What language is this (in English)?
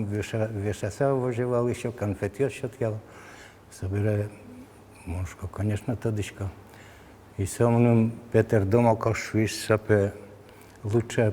Udmurt